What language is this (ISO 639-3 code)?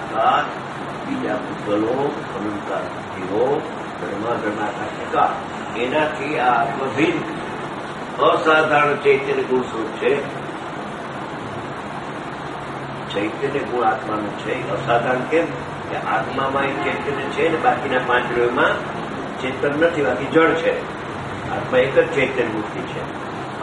guj